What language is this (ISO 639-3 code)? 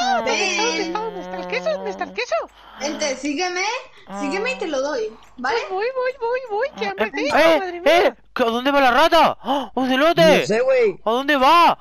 spa